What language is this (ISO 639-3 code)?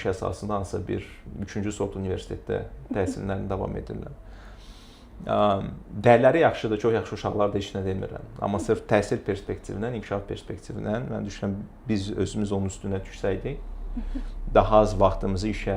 aze